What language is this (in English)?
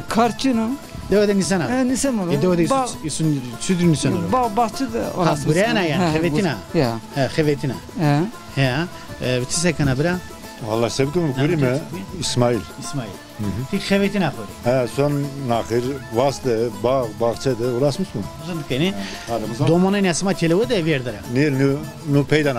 Zaza